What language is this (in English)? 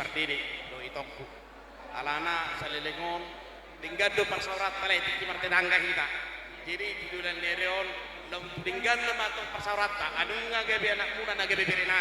Batak Toba